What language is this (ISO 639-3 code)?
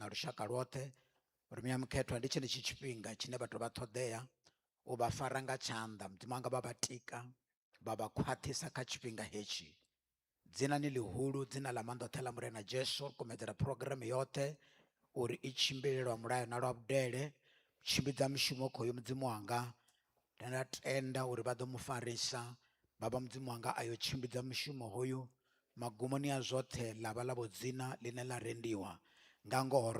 ven